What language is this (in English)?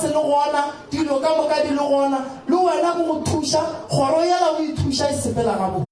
Northern Sotho